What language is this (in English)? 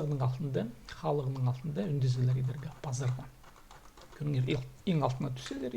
Khakas